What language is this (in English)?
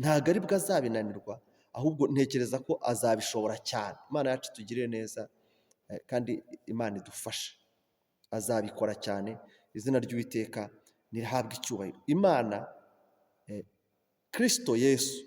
Kinyarwanda